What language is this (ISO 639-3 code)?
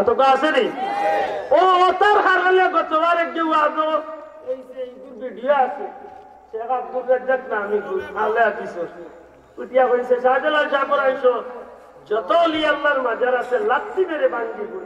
syl